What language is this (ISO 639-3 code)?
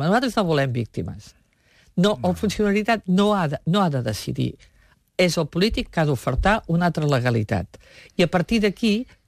cat